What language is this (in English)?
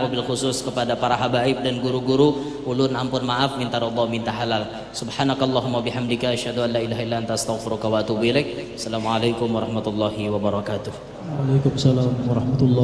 Banjar